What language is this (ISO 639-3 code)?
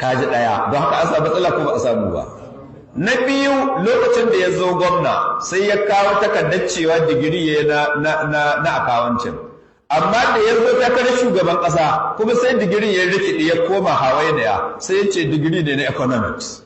hau